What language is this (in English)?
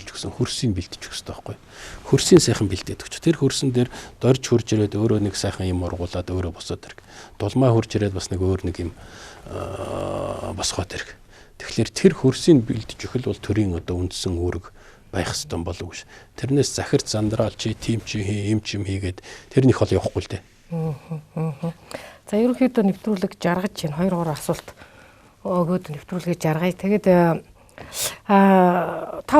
Mongolian